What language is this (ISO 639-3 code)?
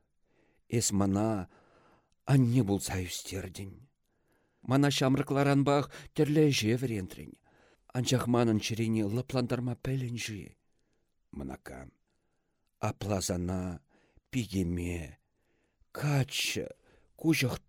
chv